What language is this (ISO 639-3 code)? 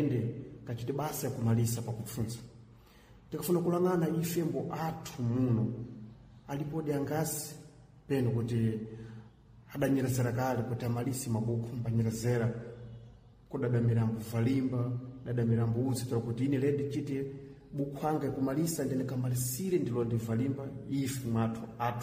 seh